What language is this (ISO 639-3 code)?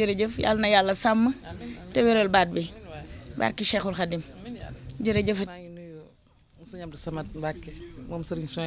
wol